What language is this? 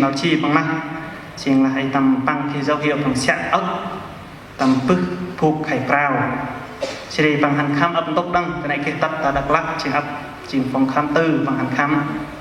Central Mnong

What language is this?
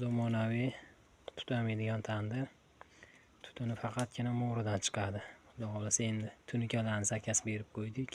Uzbek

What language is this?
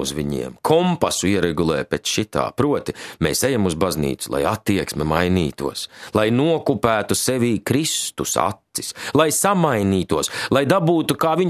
Latvian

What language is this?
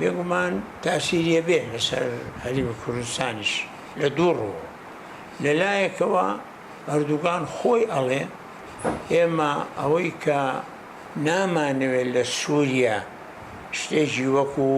Central Kurdish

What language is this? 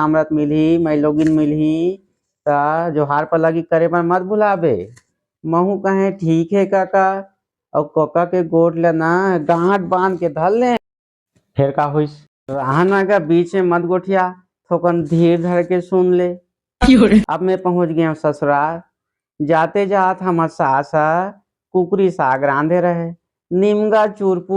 Chhattisgarhi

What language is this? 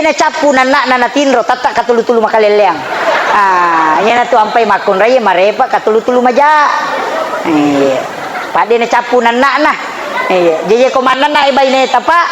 Buginese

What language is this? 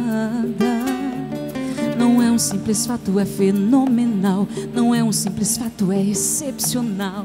Portuguese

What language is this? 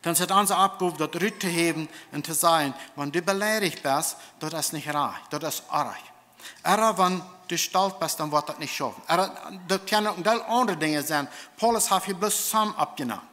Plautdietsch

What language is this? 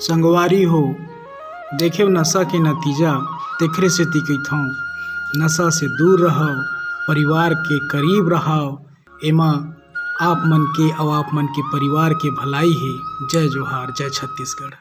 Chhattisgarhi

